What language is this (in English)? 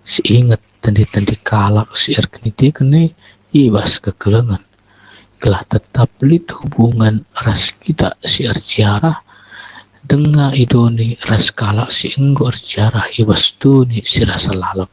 Batak Karo